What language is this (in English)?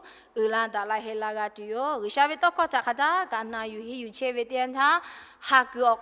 Lahu